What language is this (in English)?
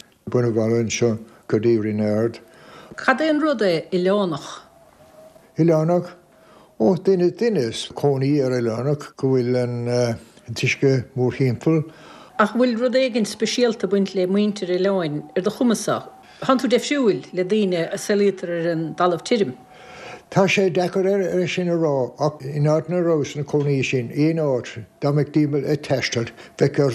Irish